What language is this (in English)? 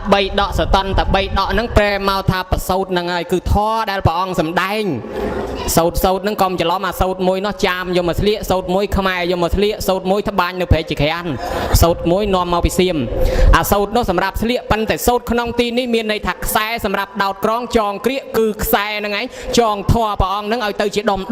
Khmer